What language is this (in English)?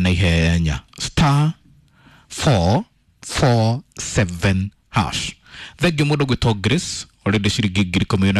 Kikuyu